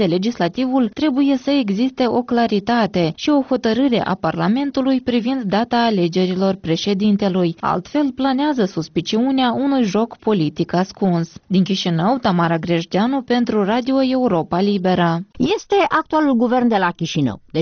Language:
Romanian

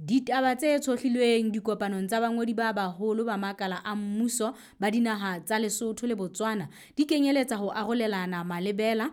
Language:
Southern Sotho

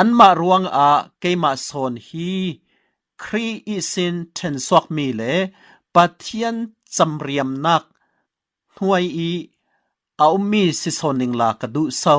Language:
Falam Chin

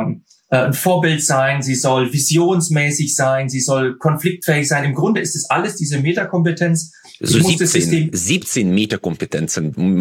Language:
German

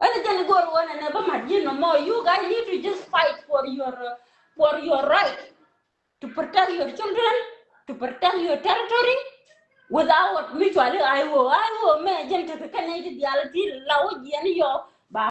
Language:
Nuer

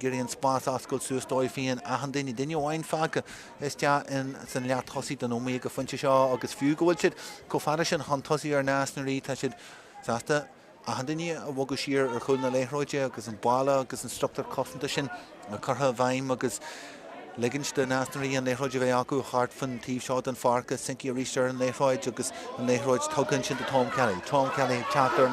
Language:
Irish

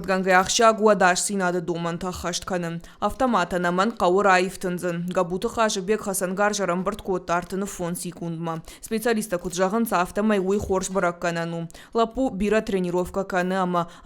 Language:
Ossetic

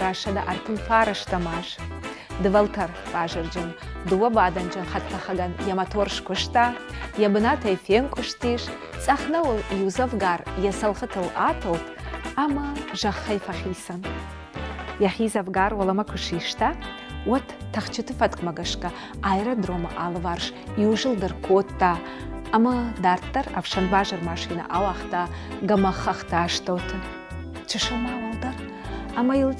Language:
Ossetic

